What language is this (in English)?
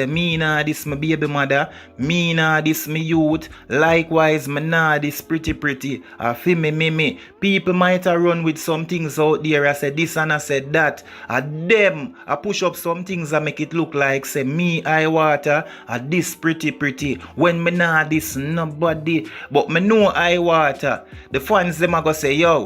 Jamaican Creole English